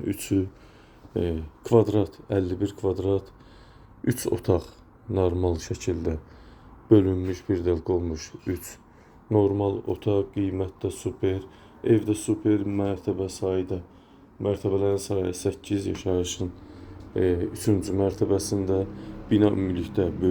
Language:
Azerbaijani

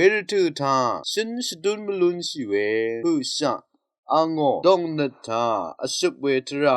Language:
Rawang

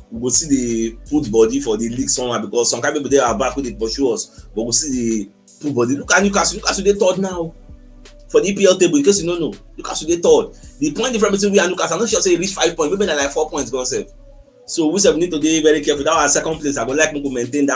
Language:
Nigerian Pidgin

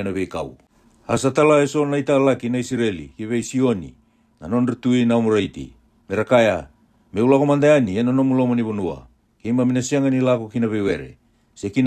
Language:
Fijian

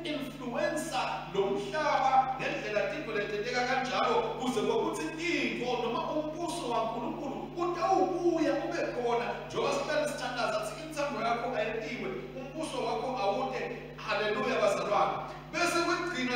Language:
Swati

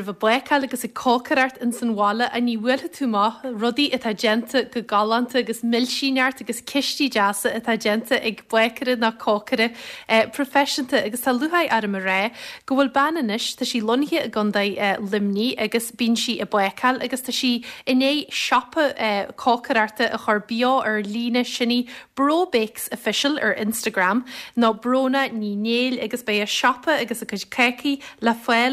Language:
Irish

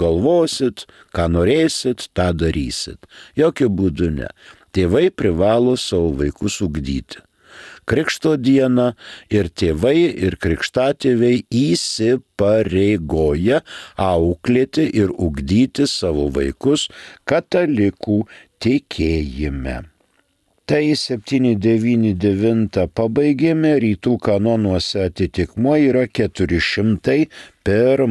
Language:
Lithuanian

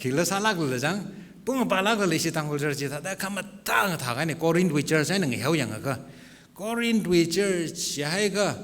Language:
Tangkhul Naga (India)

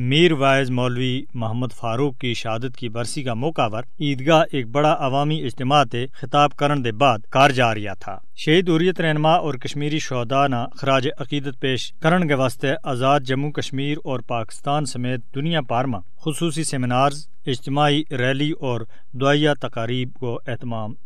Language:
Gujari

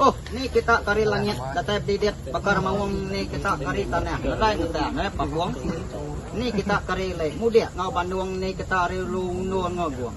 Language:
Iban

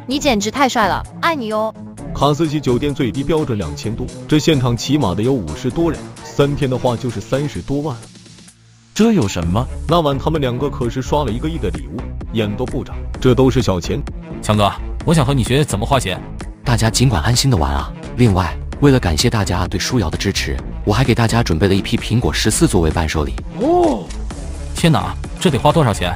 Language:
Chinese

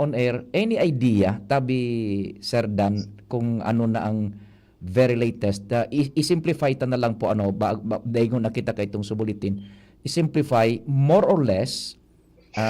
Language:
Bikol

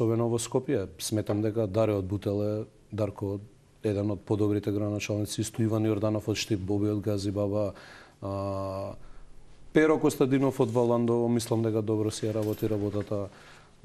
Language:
Macedonian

